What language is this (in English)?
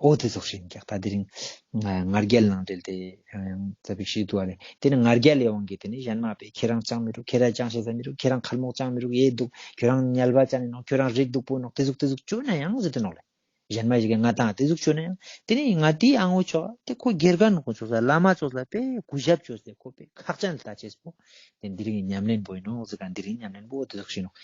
Ladakhi